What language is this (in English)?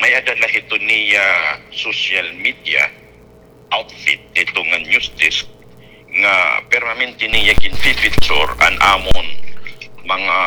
Waray